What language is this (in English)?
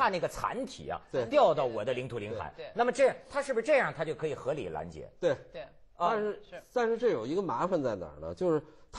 Chinese